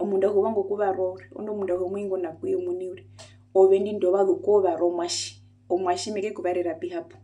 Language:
Herero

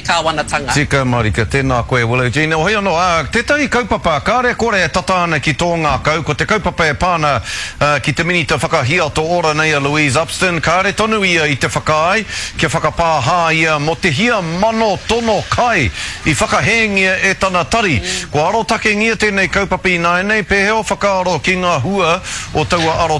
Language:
Māori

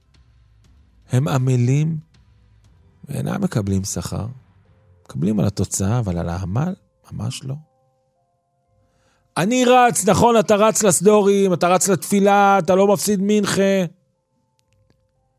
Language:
Hebrew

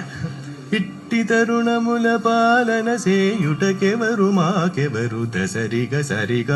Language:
Malayalam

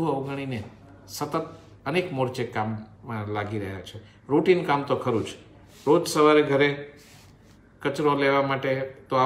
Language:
Gujarati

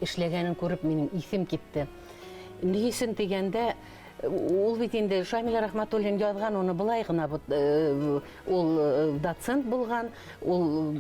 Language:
Bashkir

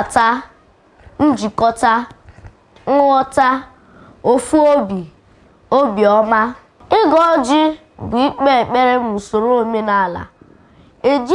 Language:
Igbo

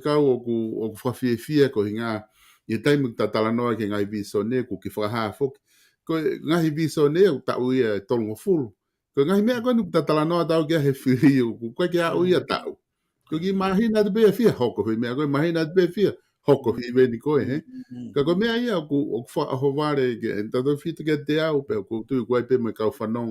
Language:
Tongan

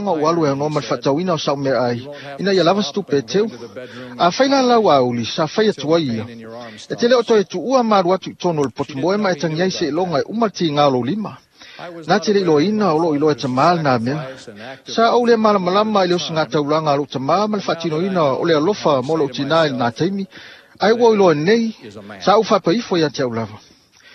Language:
Samoan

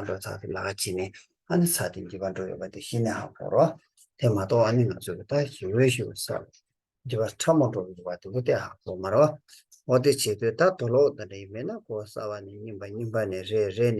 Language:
Tibetan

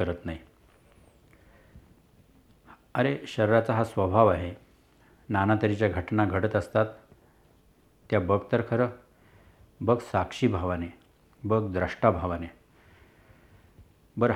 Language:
Marathi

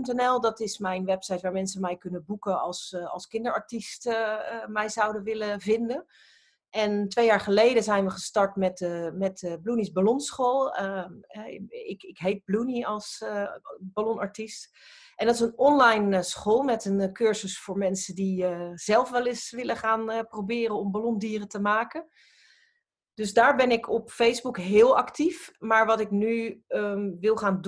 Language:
Dutch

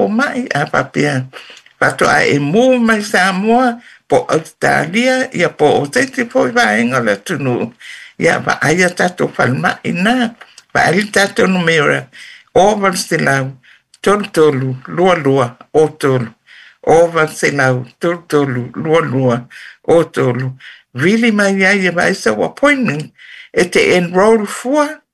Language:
Samoan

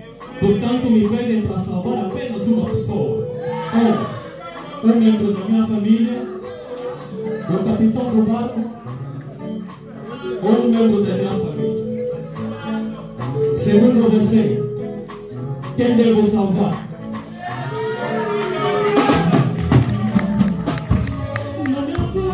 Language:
Portuguese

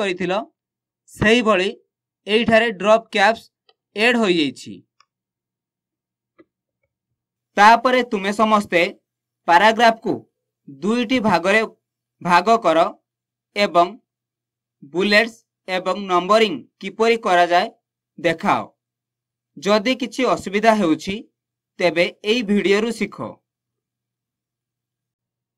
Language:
Odia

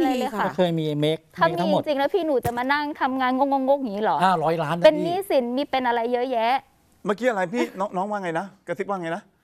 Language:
Thai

